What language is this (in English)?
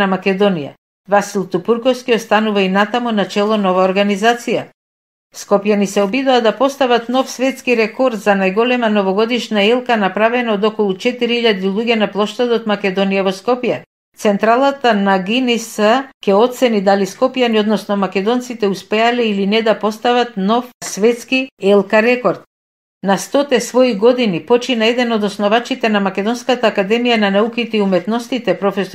Macedonian